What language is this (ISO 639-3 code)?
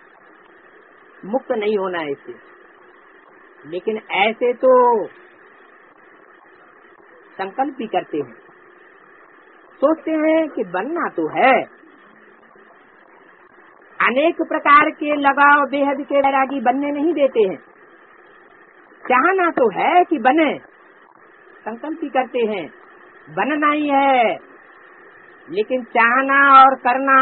hin